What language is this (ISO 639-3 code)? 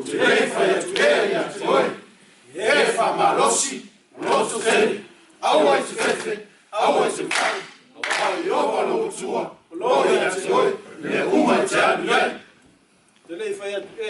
smo